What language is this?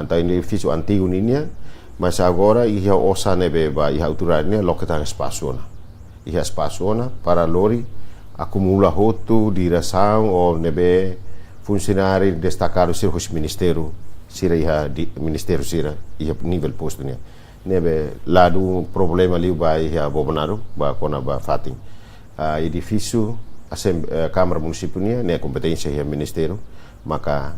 Tetum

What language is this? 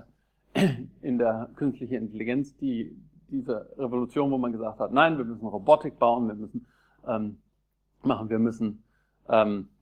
German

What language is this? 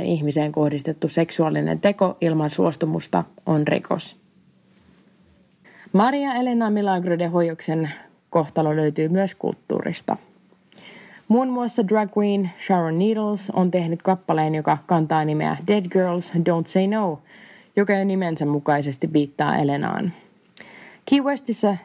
Finnish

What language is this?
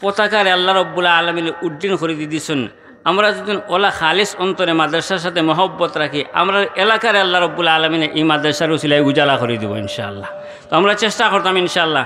Sylheti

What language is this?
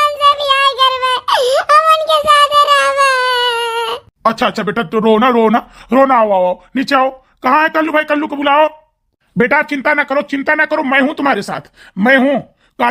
Awadhi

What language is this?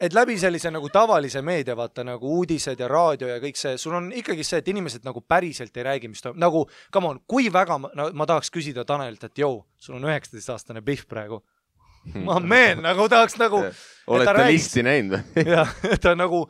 Estonian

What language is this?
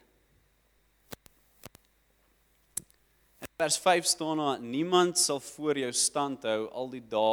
Afrikaans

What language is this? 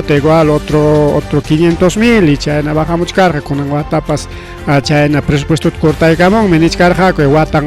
Ayacucho Quechua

